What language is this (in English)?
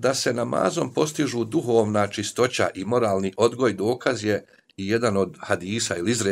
Bosnian